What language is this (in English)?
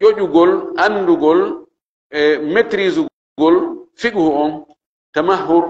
Fula